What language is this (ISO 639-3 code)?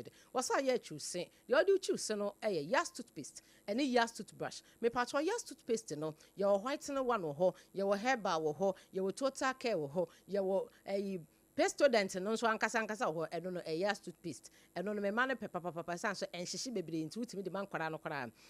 aka